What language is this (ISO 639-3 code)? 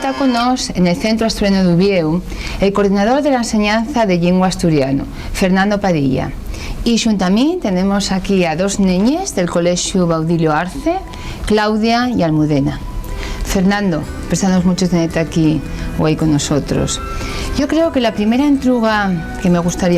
ast